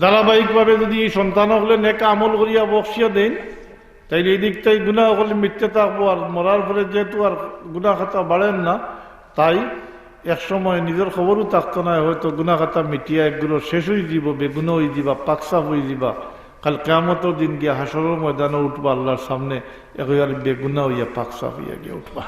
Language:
Sylheti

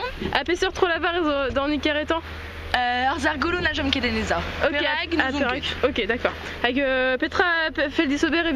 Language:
Breton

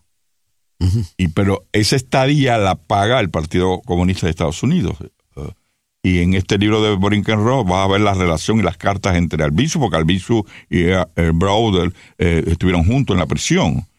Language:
Spanish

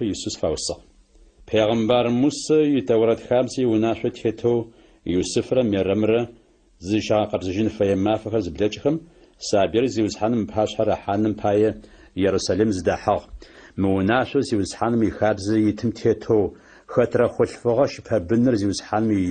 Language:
Adyghe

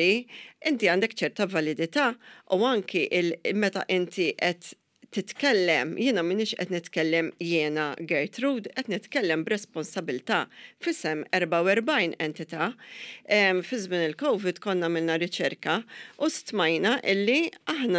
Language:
Maltese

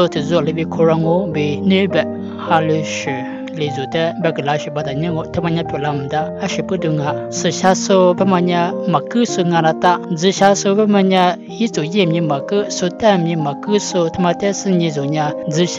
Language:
Lisu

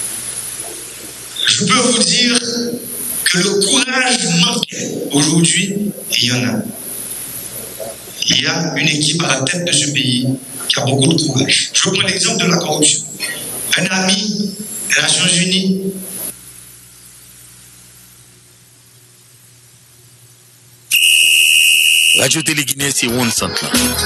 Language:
French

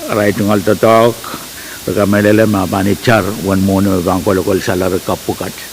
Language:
Pohnpeian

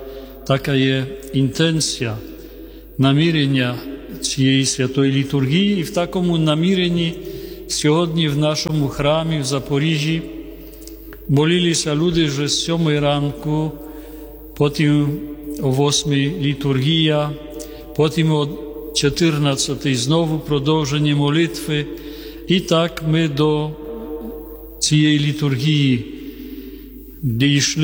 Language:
Ukrainian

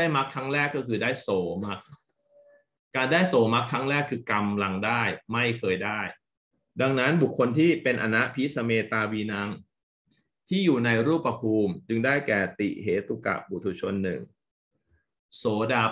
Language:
Thai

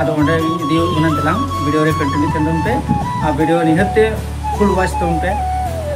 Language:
Santali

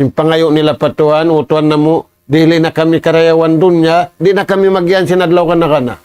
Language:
Tausug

